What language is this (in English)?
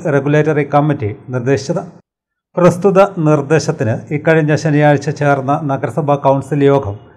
Malayalam